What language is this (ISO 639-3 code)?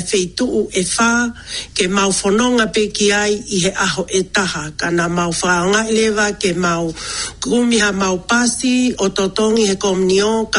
ton